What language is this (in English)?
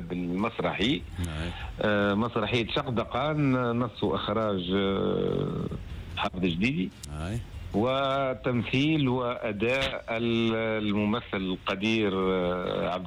Tunisian Arabic